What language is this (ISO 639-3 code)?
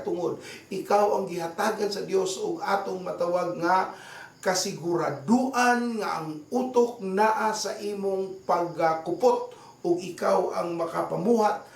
ceb